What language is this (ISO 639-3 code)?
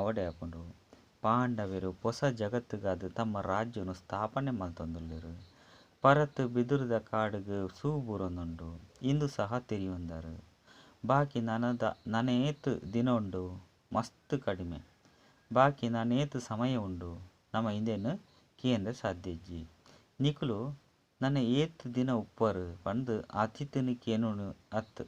tcy